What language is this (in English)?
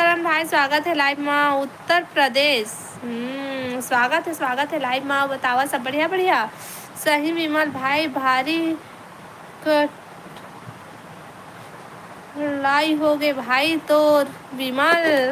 Chhattisgarhi